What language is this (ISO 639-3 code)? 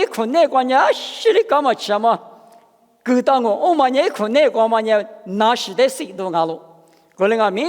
lis